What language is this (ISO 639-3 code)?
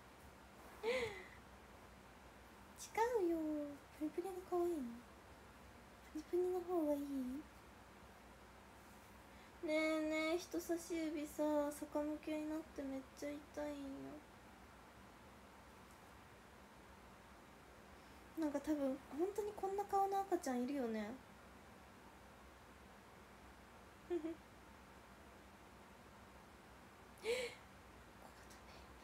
jpn